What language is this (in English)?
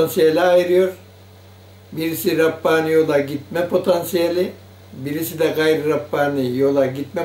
Turkish